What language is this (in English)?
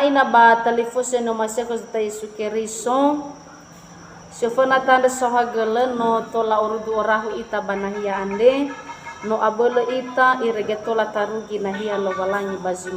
Nias